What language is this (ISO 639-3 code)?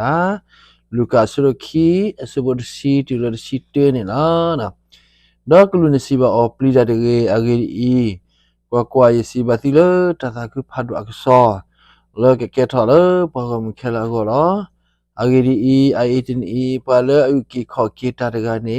ksw